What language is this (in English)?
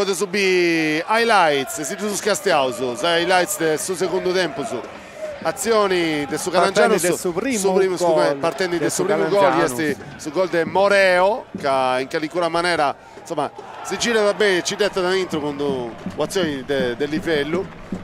Sardinian